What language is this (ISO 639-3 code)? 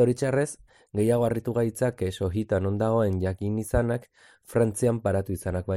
eus